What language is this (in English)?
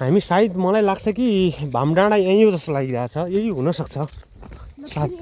Nepali